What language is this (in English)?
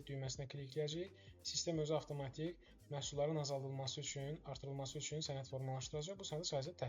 Azerbaijani